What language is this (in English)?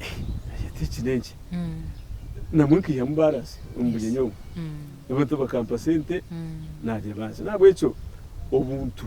Nyankole